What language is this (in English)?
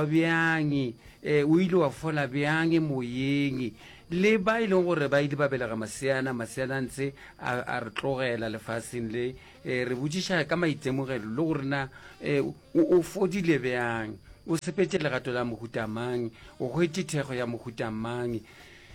Northern Sotho